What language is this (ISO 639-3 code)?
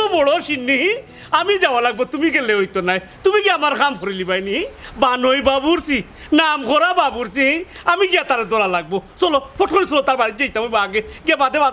syl